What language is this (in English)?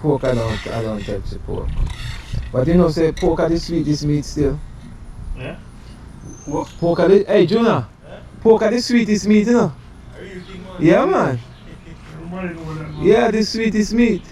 Jamaican Creole English